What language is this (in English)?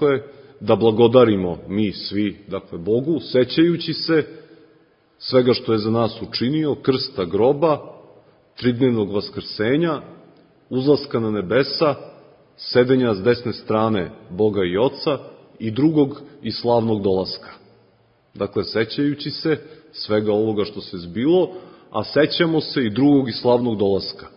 Serbian